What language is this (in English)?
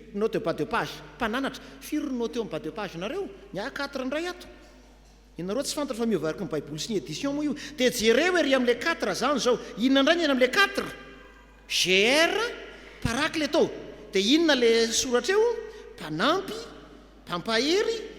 Malagasy